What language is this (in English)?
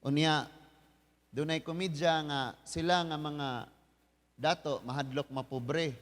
Cebuano